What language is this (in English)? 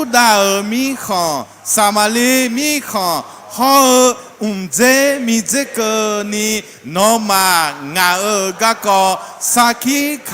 Akha